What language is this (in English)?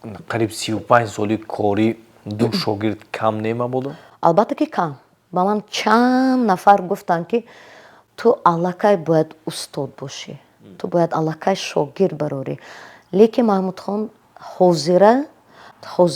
Tajik